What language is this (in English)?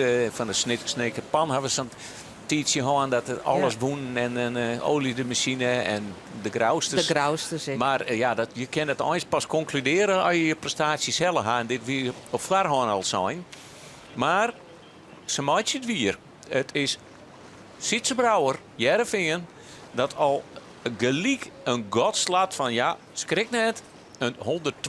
Western Frisian